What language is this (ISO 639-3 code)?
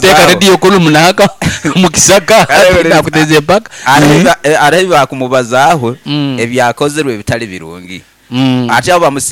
nyo